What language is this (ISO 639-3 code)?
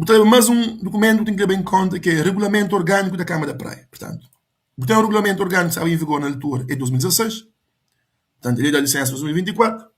kea